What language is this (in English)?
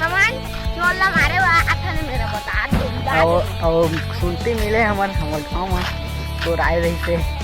Chhattisgarhi